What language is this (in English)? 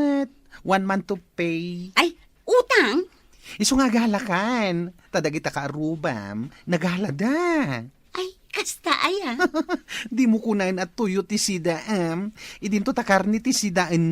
Iloko